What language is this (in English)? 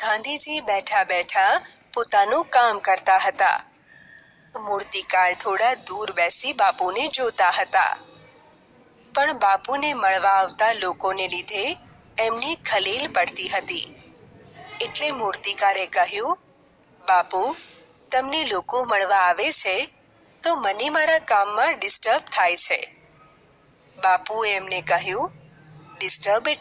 Gujarati